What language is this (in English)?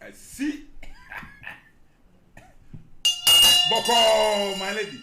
Akan